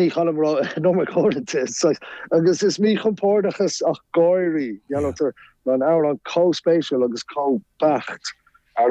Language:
Irish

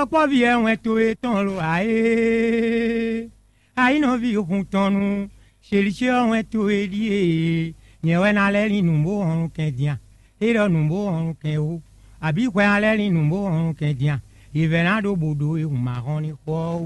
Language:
Fon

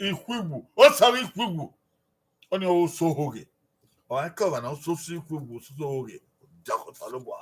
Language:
Bini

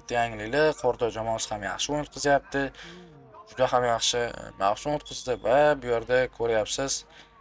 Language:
Uzbek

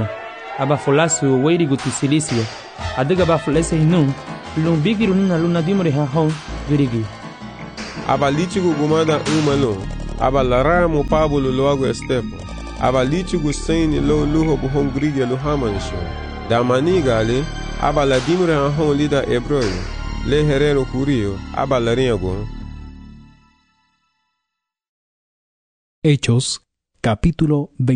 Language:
Garifuna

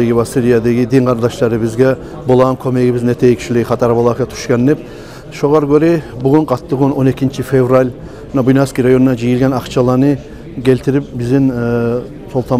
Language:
Kumyk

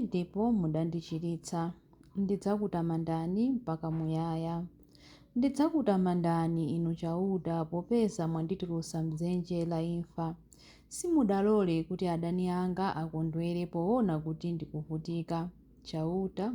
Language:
Nyanja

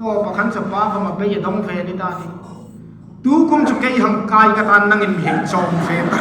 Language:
Hmar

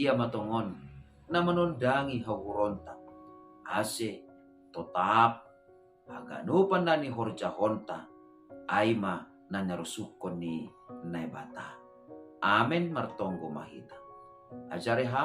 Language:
Batak Simalungun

